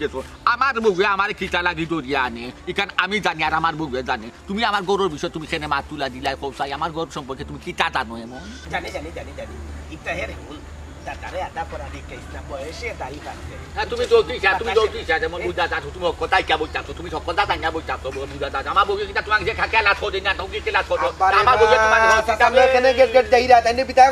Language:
Sylheti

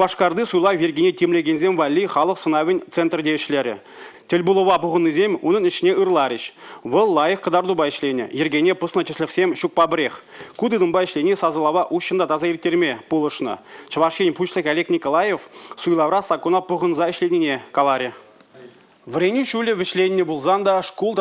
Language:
Chuvash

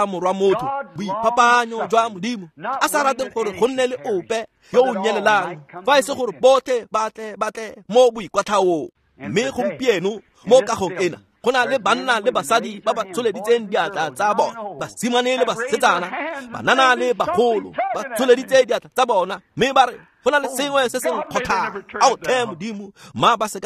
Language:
Tswana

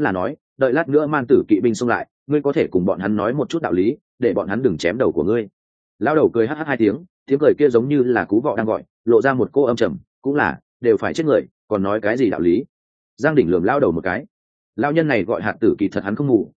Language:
Vietnamese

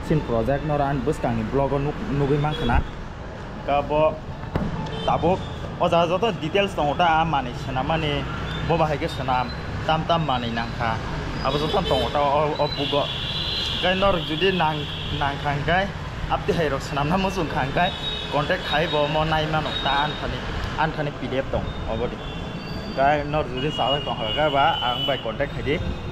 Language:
Kok Borok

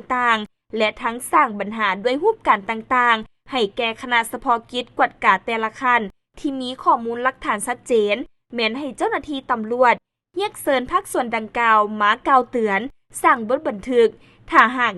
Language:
Lao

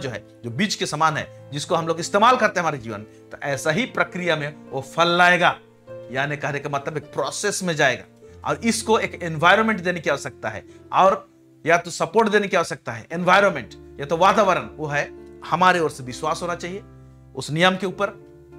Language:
Hindi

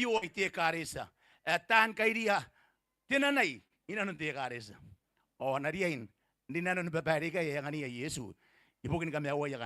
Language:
Gilbertese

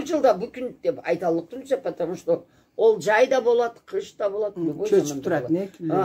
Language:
Karachay-Balkar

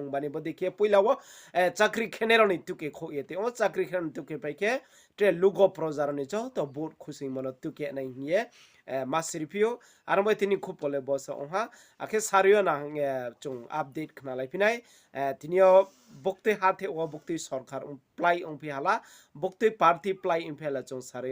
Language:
Riang (India)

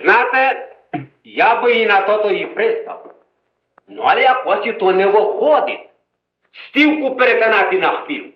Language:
Rusyn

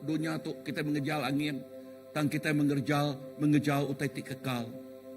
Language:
Iban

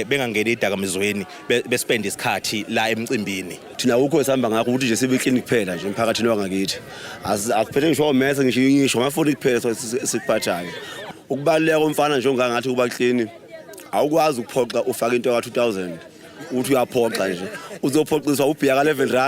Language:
Zulu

